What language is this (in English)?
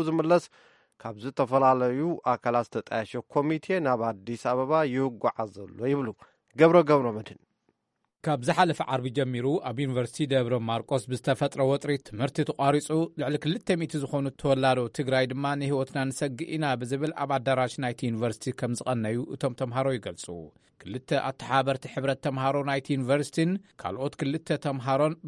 Tigrinya